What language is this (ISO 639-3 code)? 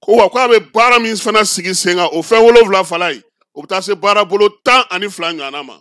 bam